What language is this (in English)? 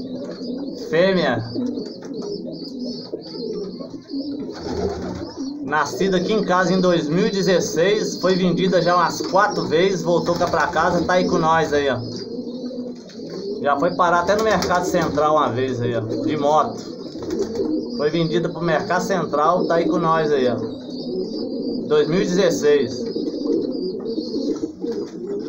Portuguese